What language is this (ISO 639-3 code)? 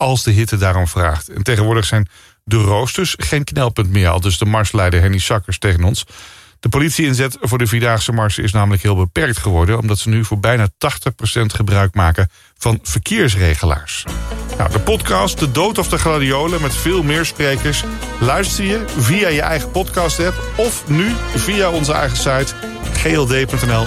nld